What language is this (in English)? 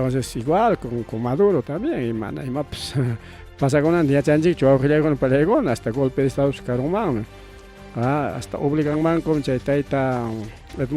Ayacucho Quechua